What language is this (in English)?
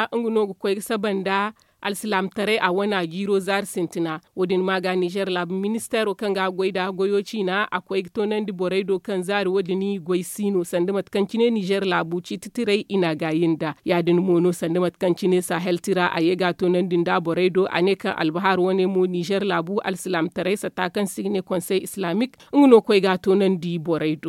Zarma